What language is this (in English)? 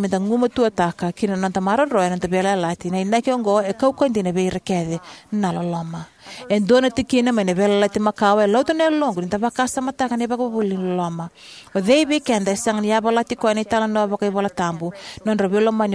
Fijian